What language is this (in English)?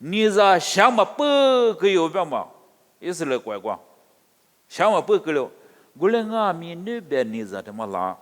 Lisu